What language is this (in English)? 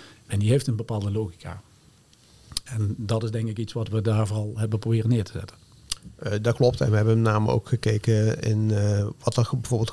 Dutch